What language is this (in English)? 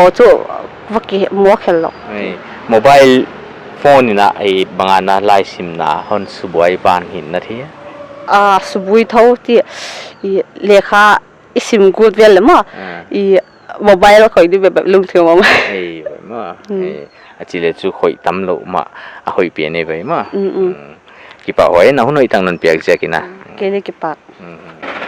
Paite Chin